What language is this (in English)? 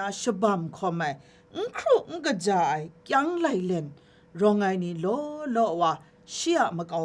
Kachin